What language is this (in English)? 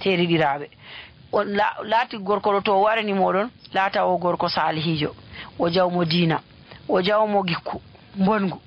Nigerian Fulfulde